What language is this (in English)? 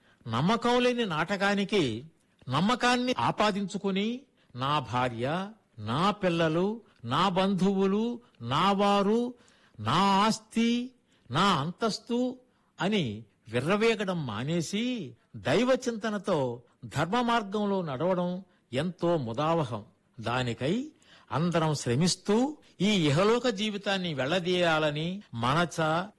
Telugu